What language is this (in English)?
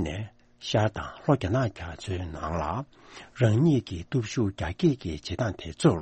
Tibetan